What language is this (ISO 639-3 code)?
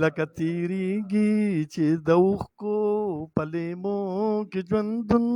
pus